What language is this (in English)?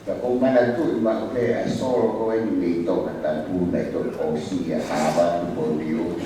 Tongan